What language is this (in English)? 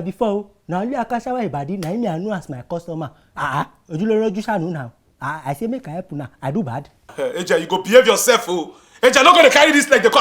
Nigerian Pidgin